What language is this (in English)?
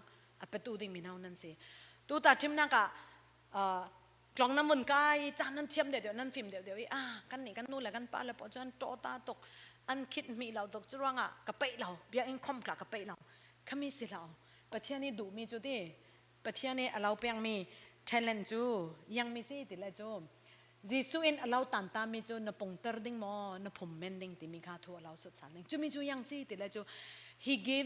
Falam Chin